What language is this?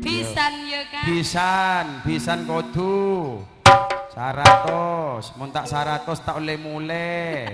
Madurese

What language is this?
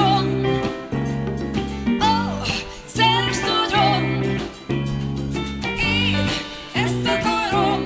Hungarian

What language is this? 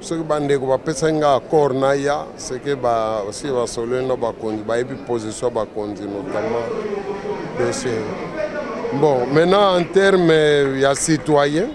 Lingala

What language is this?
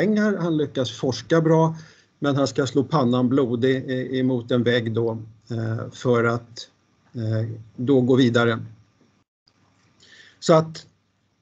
Swedish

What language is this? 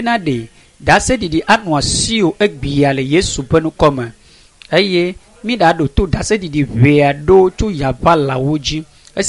Ewe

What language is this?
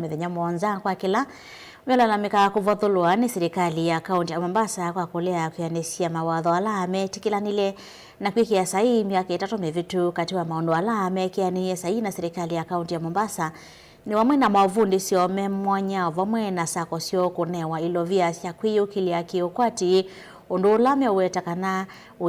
Kamba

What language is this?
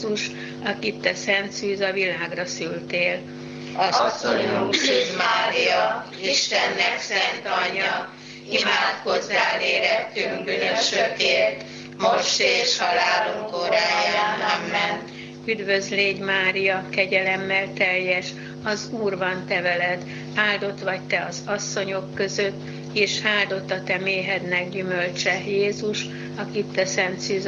Hungarian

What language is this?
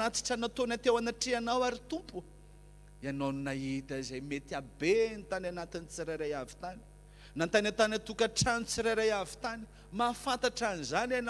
Malagasy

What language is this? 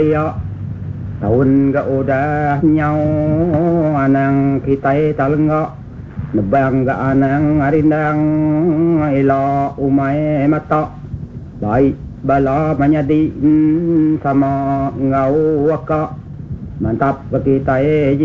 Iban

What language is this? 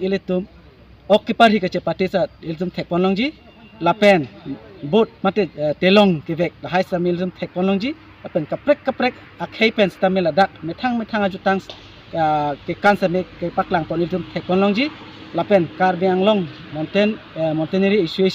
Karbi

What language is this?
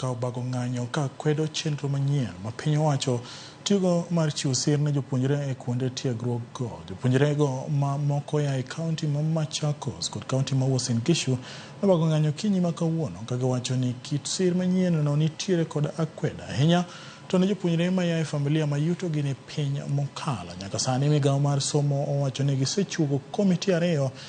Luo (Kenya and Tanzania)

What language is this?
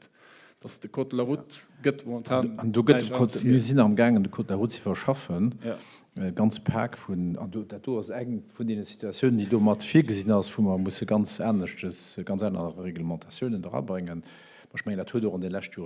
Luxembourgish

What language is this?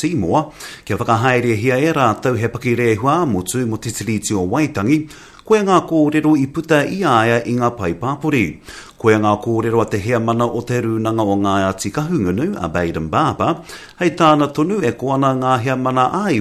Māori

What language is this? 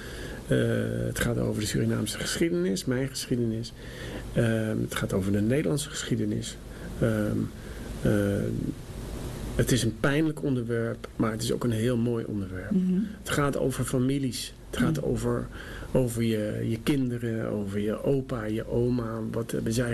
Dutch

